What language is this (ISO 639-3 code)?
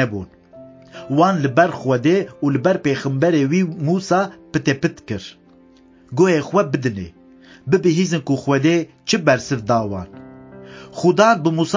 kur